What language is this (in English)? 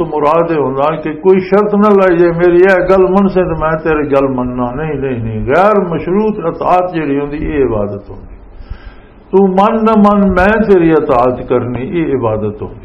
Western Panjabi